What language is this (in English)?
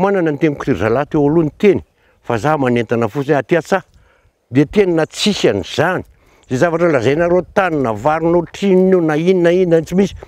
Malagasy